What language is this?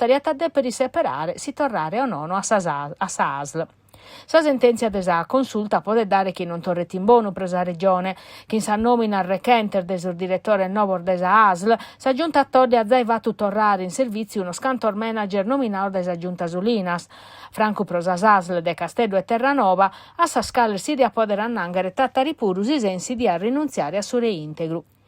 Sardinian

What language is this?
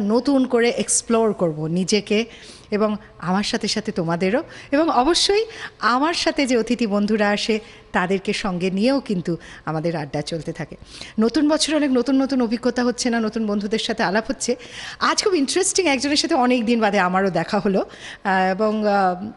Bangla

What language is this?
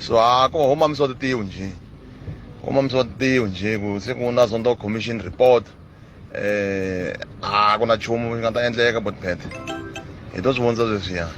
Tsonga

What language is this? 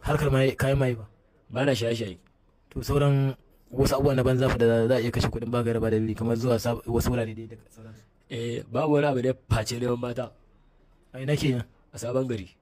Hausa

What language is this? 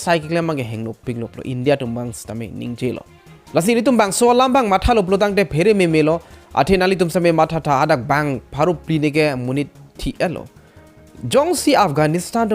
Karbi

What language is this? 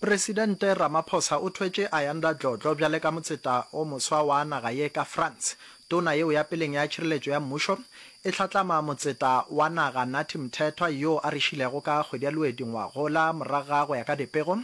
Northern Sotho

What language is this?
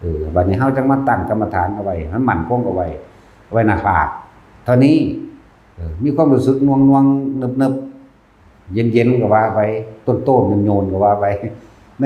Northeastern Thai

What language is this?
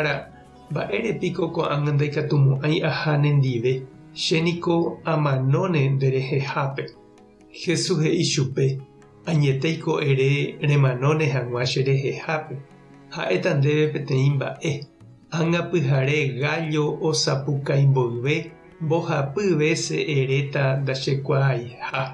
Guarani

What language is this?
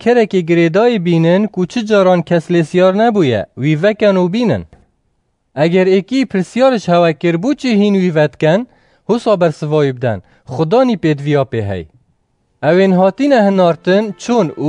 Kurdish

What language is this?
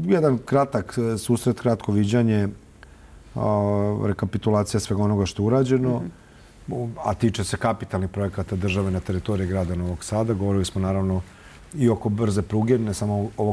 Serbian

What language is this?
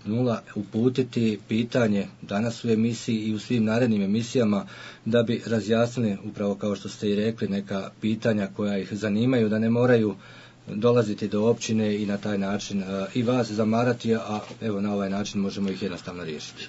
Bosnian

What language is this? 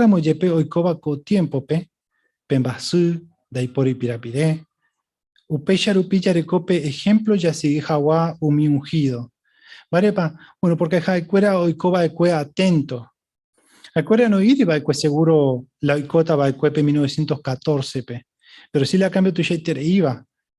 Guarani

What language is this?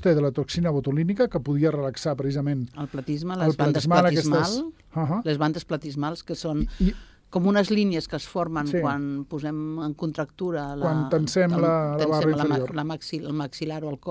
Catalan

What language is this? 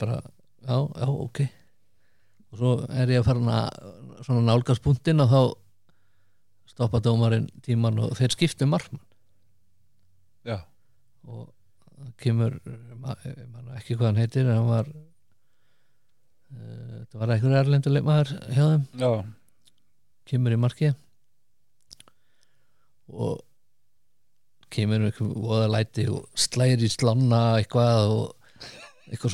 Icelandic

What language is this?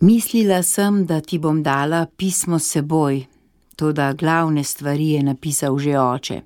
Slovenian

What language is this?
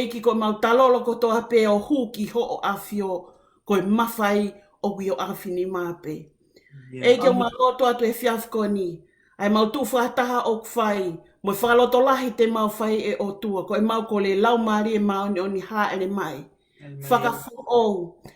Tongan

